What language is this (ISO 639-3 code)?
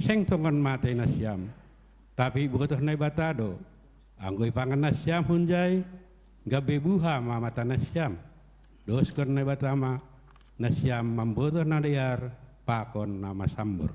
bts